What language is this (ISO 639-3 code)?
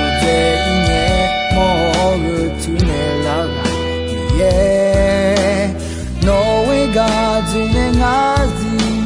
ahk